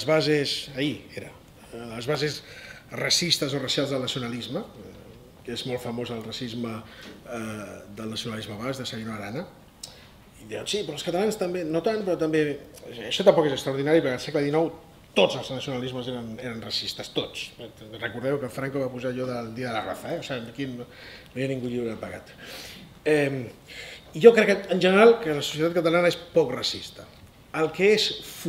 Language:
Catalan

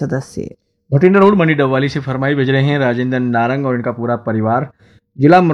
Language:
Hindi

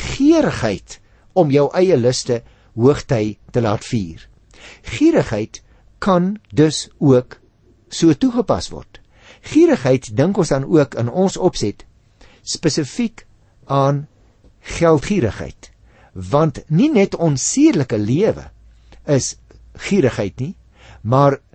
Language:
Afrikaans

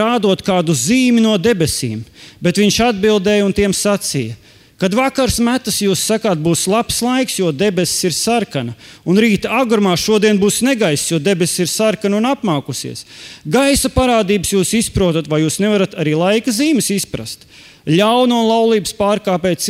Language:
Latvian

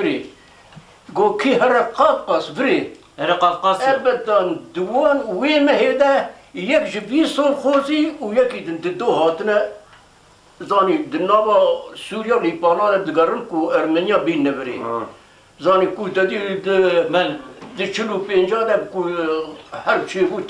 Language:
Kurdish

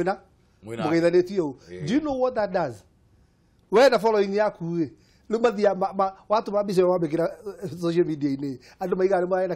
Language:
Kikuyu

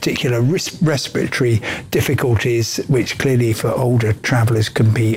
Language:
English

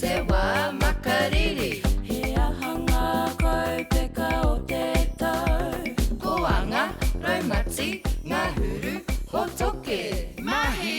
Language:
Māori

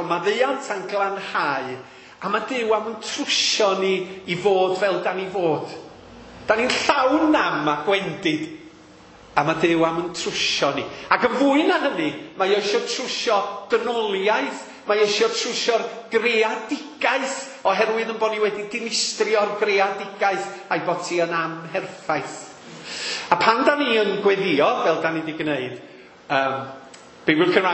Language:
Welsh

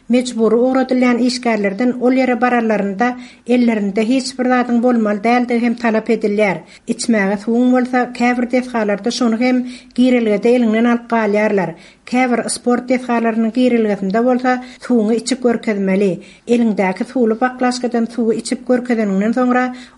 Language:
Turkmen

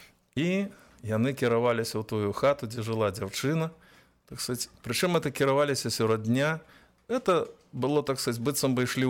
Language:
Belarusian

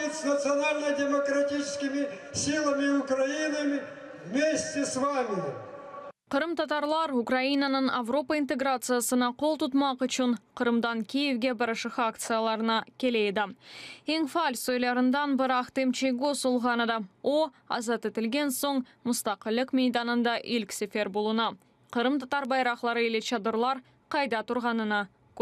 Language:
Crimean Tatar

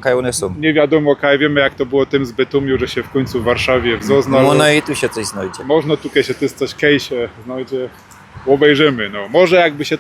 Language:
Silesian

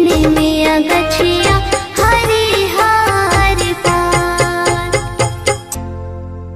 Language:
Bhojpuri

